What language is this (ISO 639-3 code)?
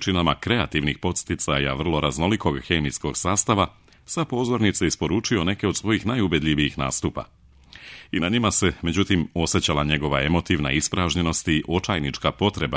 srp